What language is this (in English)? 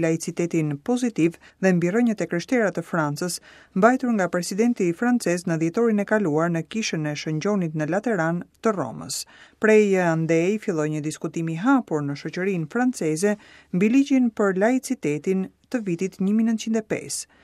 Albanian